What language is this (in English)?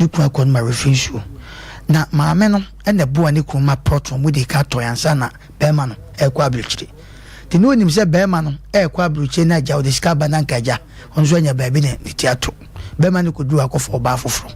Akan